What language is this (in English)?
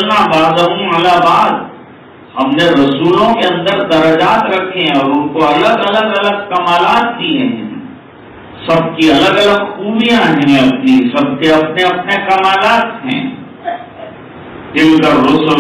Urdu